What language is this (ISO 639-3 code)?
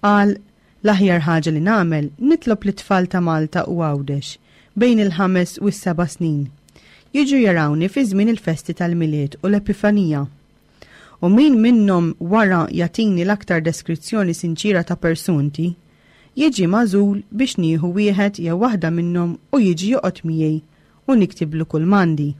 mlt